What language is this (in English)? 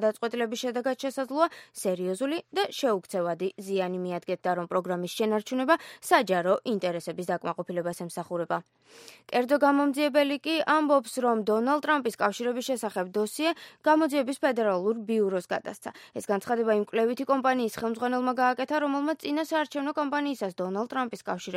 Georgian